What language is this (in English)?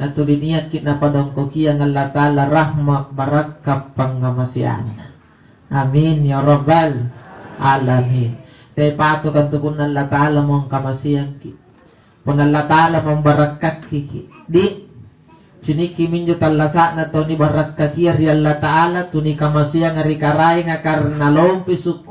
Makasar